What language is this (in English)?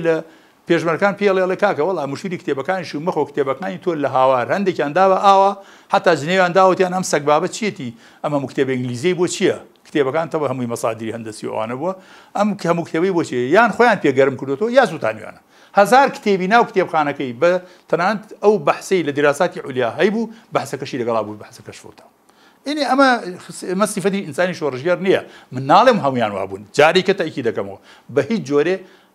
Central Kurdish